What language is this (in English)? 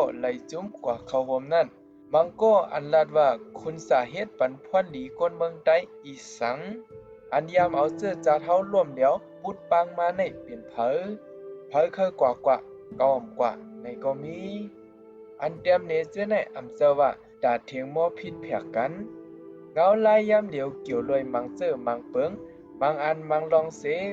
Shan